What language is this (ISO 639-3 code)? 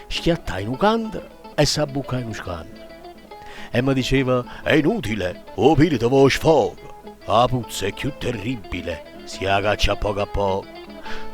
nap